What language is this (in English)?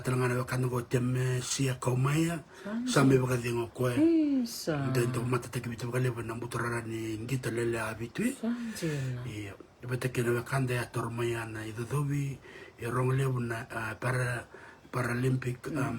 Fijian